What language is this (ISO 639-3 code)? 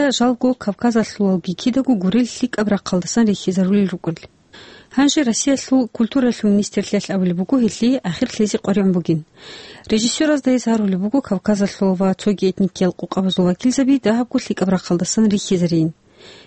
ava